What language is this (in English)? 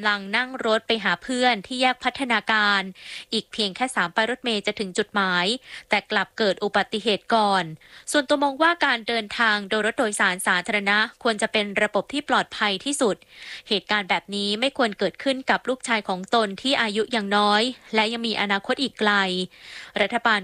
Thai